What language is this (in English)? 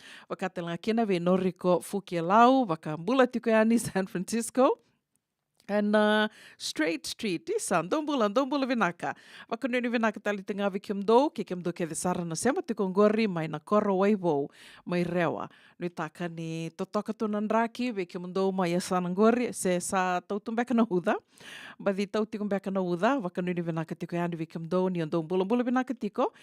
Fijian